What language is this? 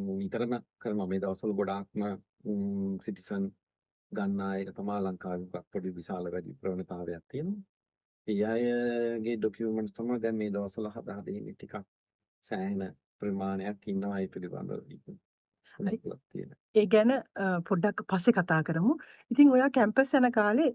Sinhala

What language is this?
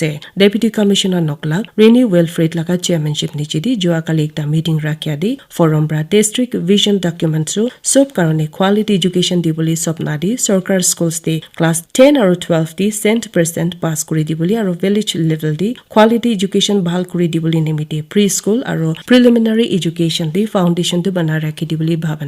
Naga Pidgin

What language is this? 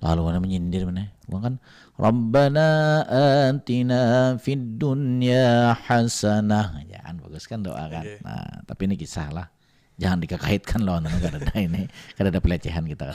Banjar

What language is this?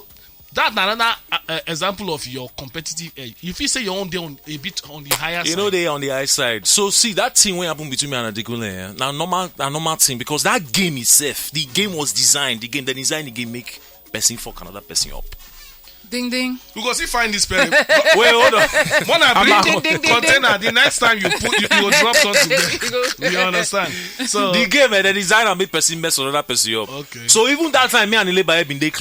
Nigerian Pidgin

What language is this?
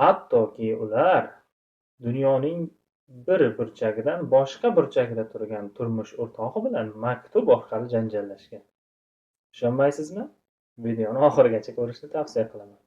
Uzbek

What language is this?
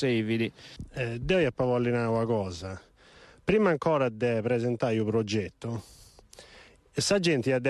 Sardinian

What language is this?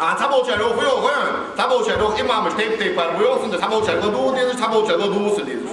Ingush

